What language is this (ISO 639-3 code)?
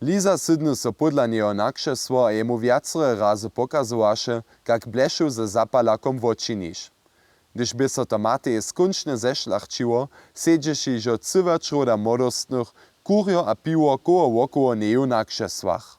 hsb